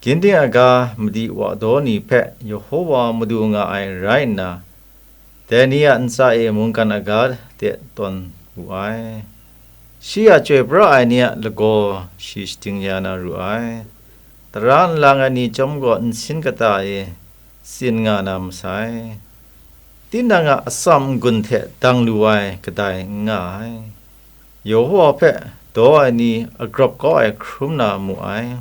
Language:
Kachin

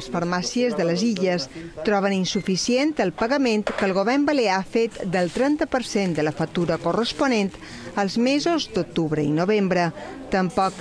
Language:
Catalan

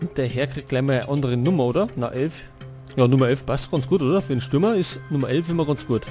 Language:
Bavarian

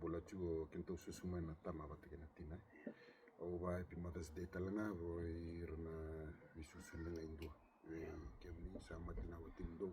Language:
Fijian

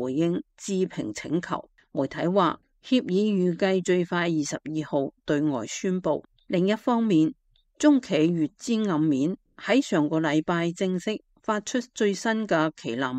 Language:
Cantonese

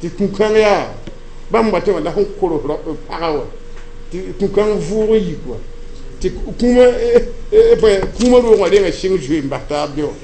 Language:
Mossi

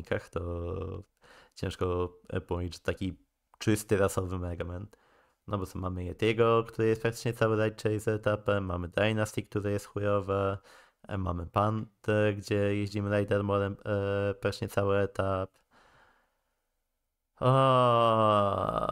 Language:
Polish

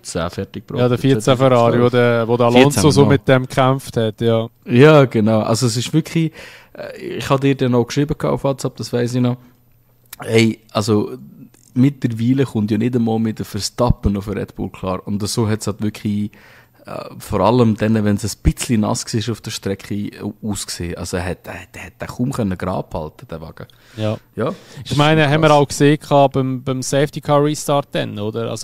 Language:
Swiss German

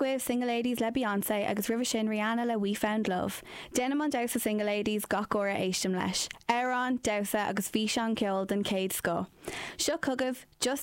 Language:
Irish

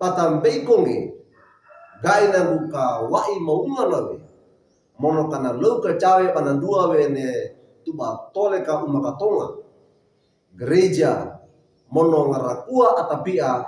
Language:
Wejewa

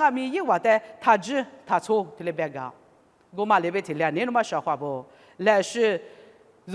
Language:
Lisu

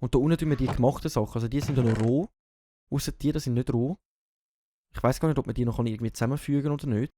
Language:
Swiss German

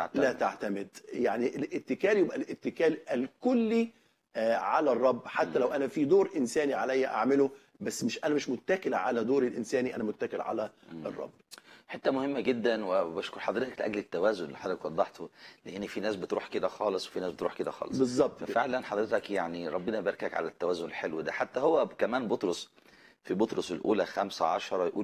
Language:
Egyptian Arabic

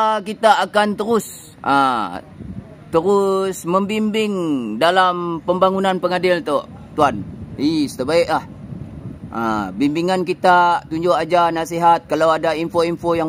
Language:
Malay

